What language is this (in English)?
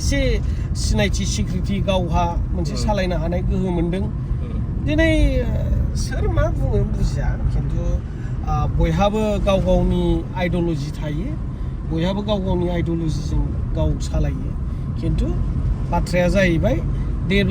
Bodo